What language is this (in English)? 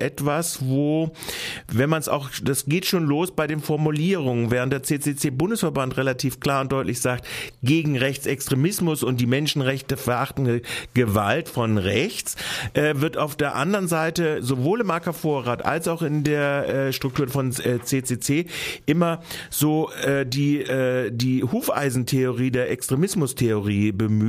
German